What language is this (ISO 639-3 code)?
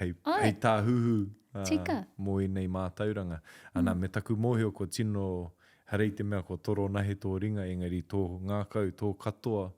mri